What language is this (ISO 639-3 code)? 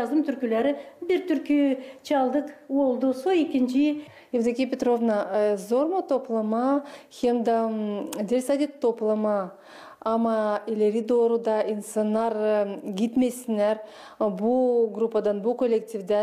gag